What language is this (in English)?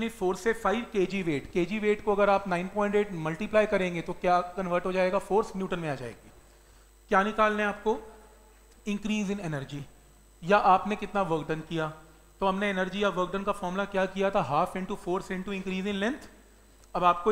Hindi